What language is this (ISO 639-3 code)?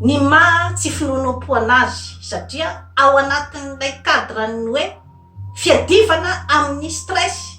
mlg